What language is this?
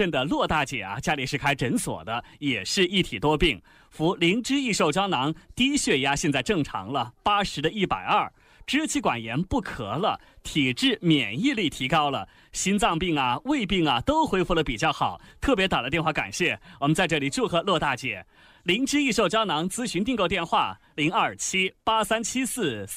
Chinese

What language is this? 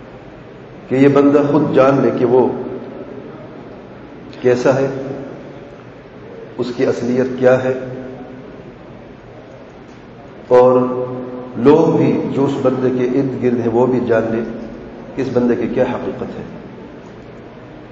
Urdu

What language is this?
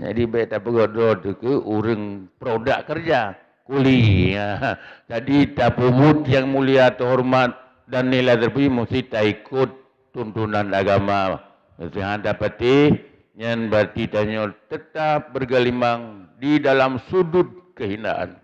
Achinese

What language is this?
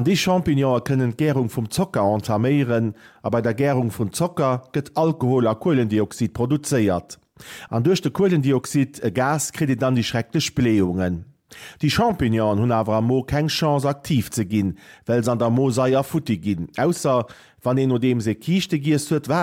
Luxembourgish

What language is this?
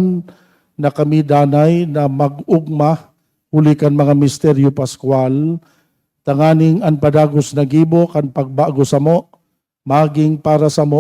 Bikol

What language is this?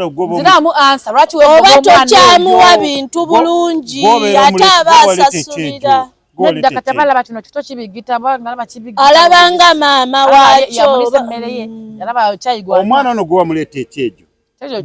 Ganda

